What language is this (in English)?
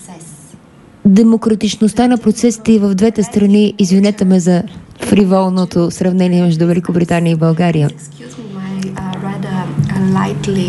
Bulgarian